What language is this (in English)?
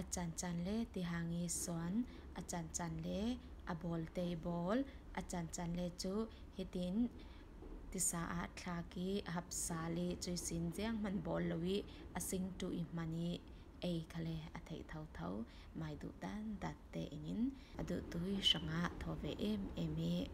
Falam Chin